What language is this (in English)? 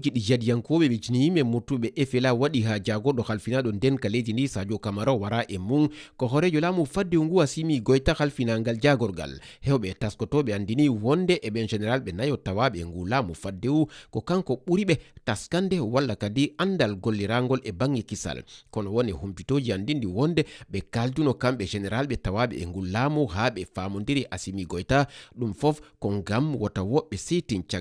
Fula